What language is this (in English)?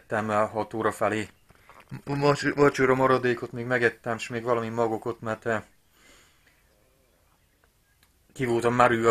Hungarian